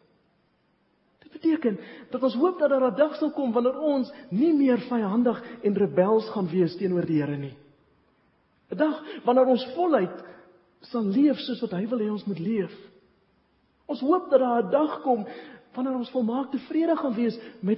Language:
Afrikaans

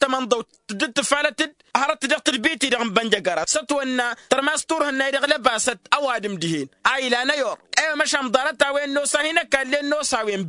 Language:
Tamasheq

